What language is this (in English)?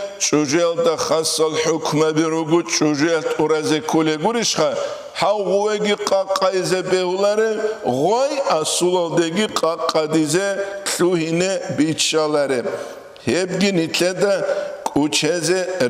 Avaric